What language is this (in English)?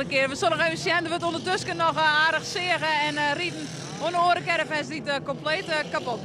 Western Frisian